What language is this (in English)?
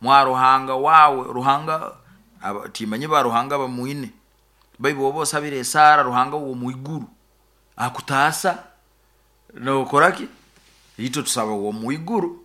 Nyoro